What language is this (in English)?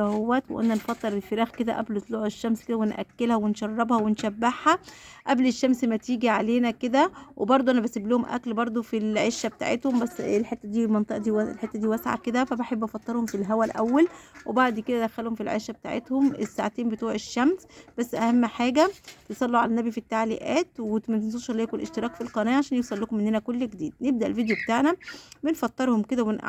Egyptian Arabic